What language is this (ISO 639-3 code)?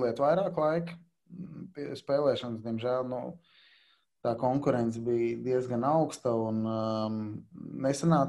lav